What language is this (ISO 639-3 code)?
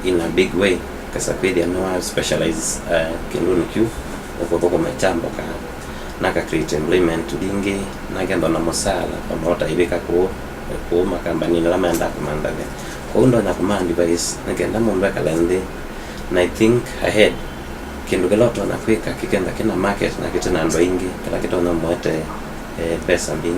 kam